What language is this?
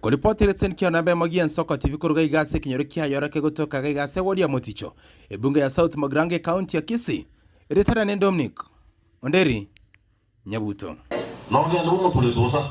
Gusii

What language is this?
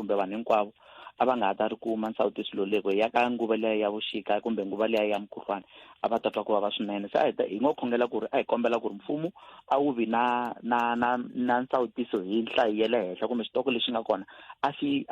Tsonga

